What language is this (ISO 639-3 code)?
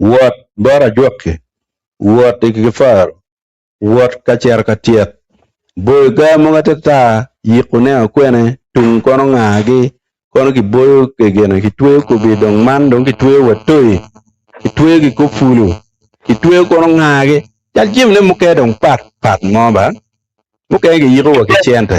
ach